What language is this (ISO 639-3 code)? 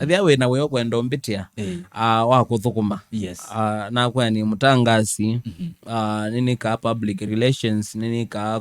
kam